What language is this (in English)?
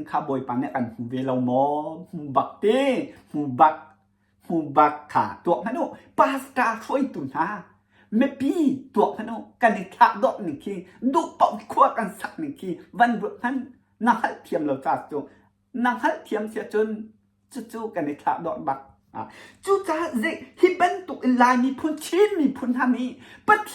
Hakha Chin